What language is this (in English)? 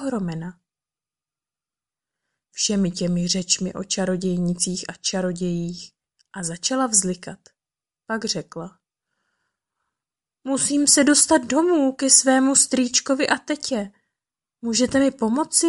Czech